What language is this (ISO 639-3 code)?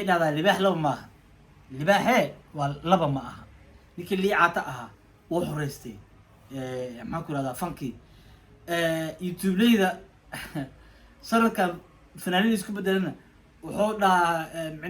som